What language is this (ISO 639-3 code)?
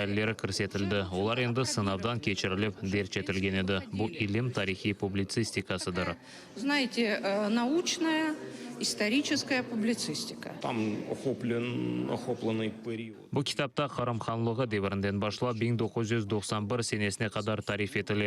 crh